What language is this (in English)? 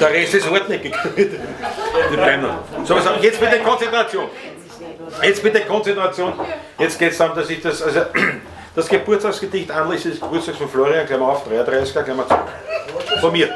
Bavarian